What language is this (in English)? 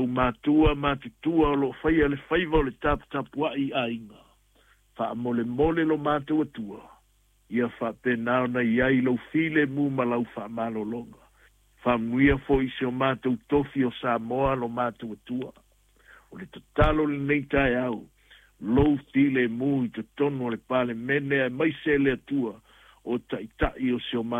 Samoan